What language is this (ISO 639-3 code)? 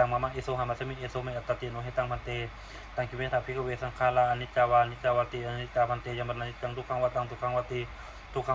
pli